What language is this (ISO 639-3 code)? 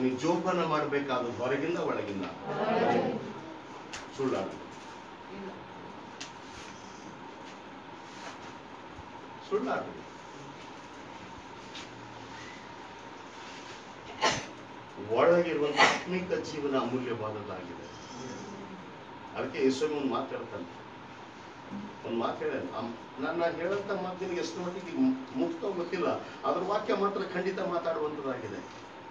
kan